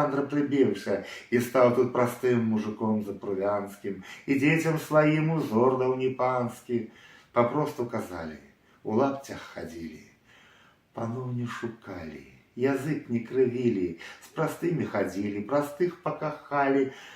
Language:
Belarusian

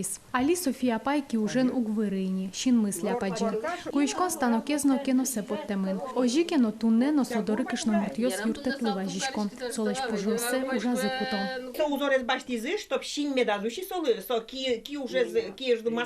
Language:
Udmurt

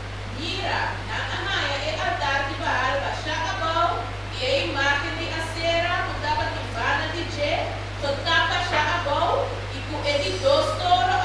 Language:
Papiamento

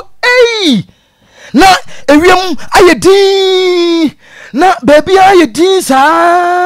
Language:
Akan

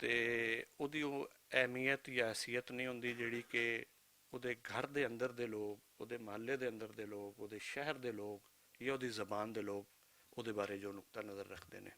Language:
Western Panjabi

